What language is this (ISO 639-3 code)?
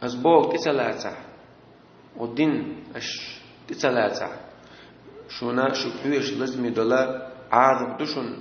che